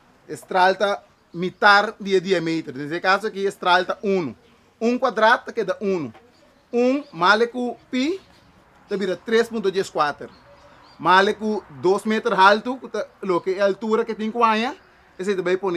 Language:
Papiamento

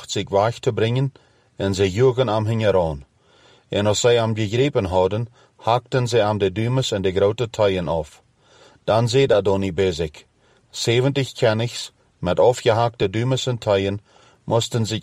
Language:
Plautdietsch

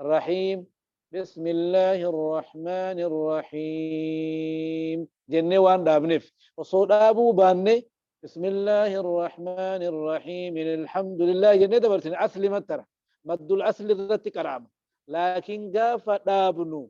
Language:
Oromo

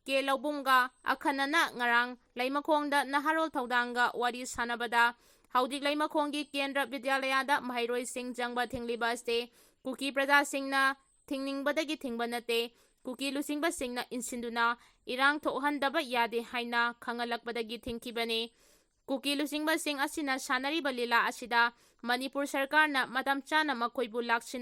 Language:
Manipuri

